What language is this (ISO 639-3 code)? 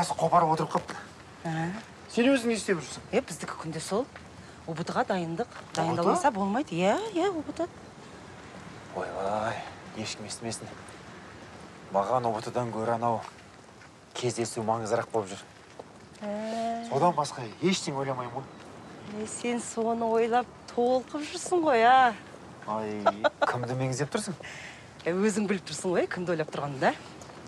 kaz